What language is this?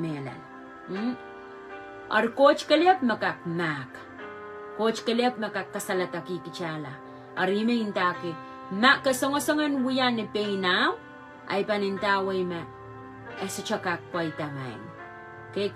Pohnpeian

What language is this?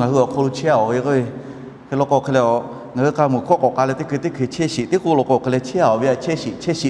Lahu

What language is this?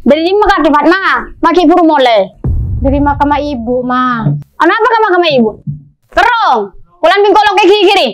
Madurese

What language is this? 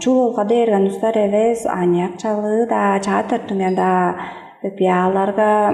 Tuvinian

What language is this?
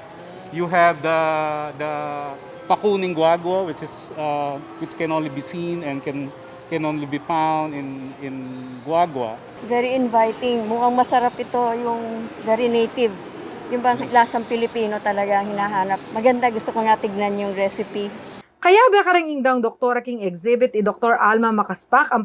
Pampanga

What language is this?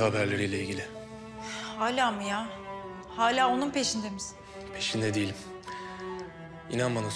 Turkish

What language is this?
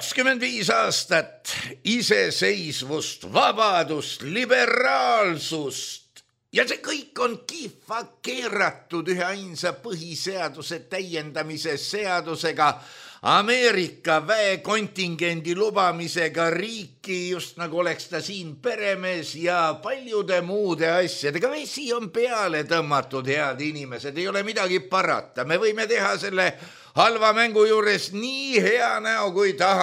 Estonian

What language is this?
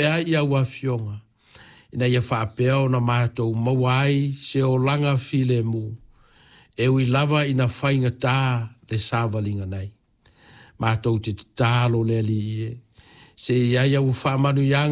Samoan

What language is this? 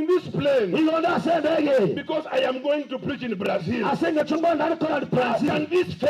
Gusii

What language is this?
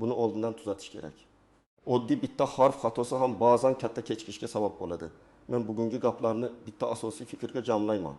Uzbek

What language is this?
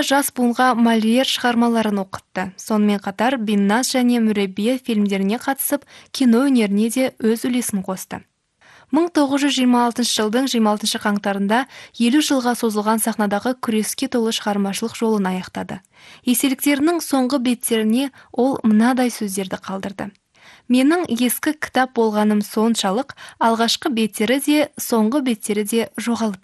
Kazakh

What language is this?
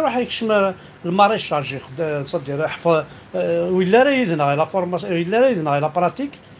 Kabyle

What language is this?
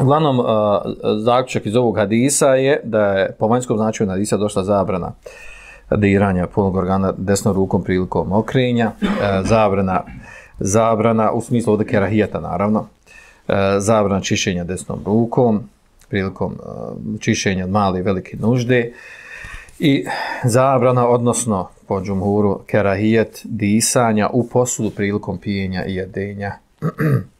Bosnian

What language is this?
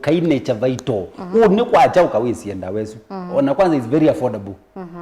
Kamba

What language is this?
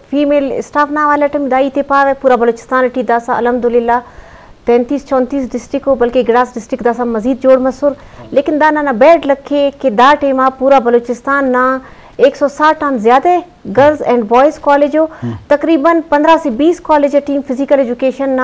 Eastern Balochi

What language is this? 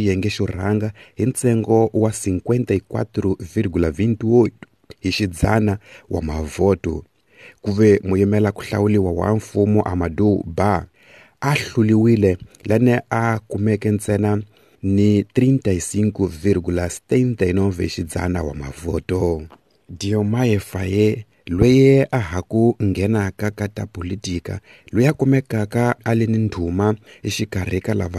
Tsonga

